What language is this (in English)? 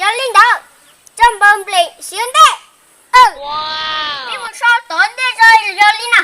Hmong